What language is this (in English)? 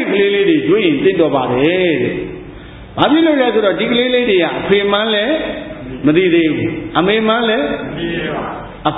Burmese